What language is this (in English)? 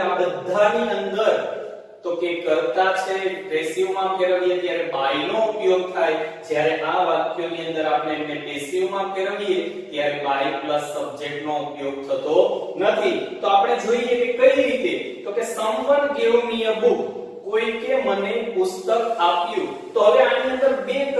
Gujarati